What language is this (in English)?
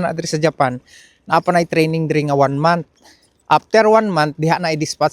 Cebuano